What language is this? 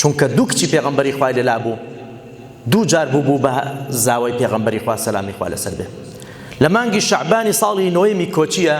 Central Kurdish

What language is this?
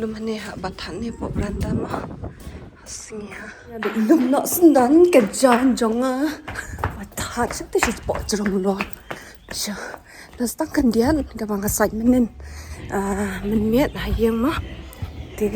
Khasi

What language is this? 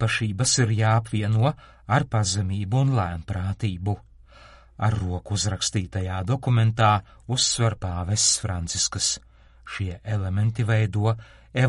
Latvian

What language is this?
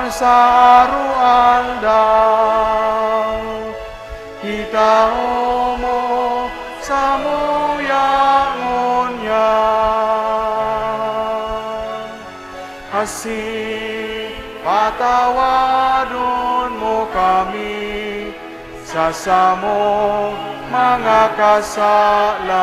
Bikol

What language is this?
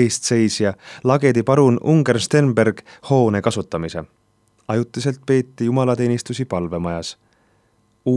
Estonian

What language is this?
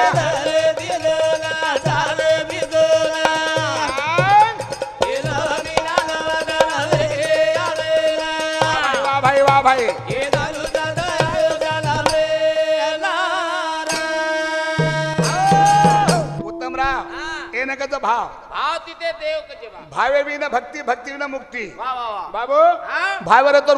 Lambadi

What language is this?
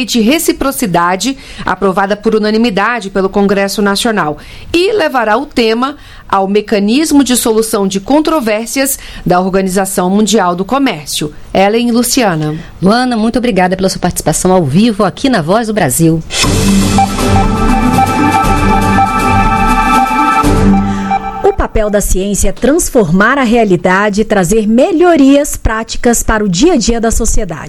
Portuguese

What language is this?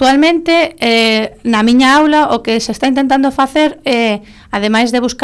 Galician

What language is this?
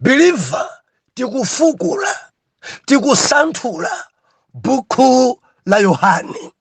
Nyanja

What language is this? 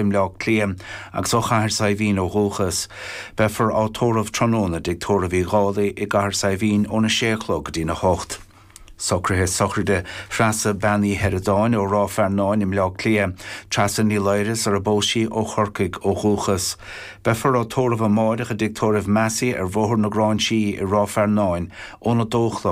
Irish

